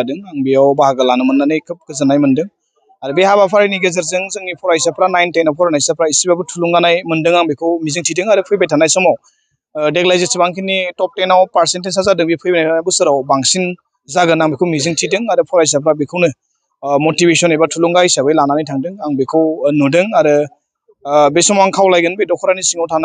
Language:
Bodo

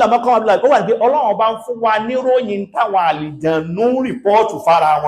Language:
Yoruba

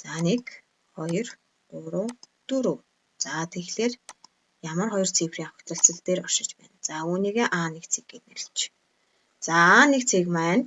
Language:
Mongolian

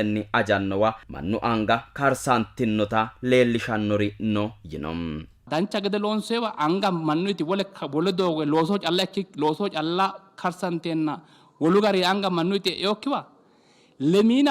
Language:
Sidamo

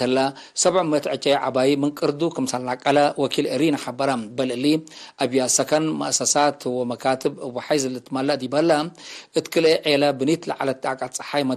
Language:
Tigre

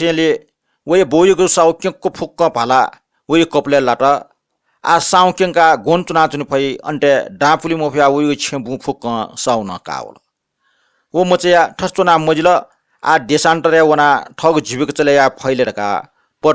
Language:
Newari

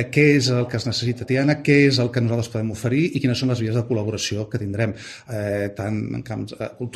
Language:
Catalan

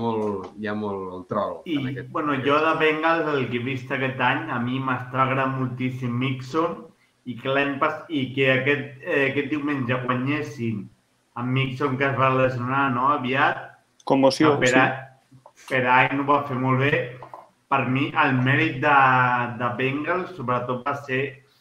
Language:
Catalan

